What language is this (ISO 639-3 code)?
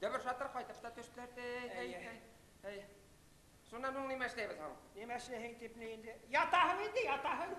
bak